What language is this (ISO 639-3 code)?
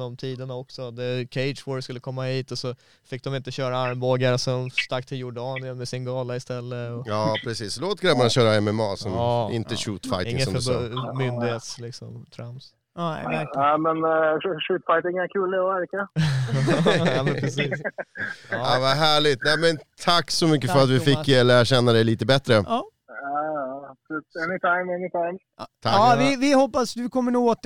swe